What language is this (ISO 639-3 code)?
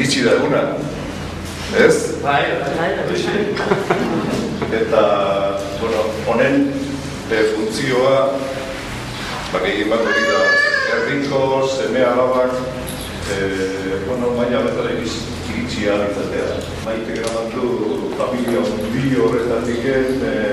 eus